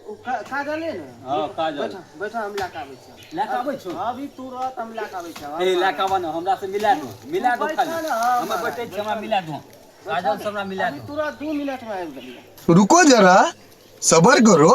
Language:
Maithili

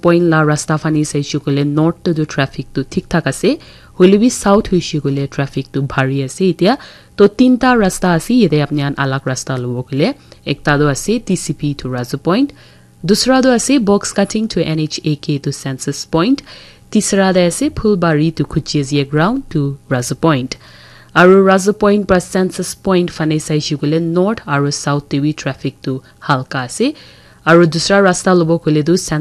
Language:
Naga Pidgin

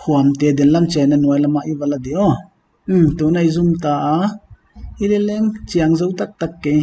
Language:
Paite Chin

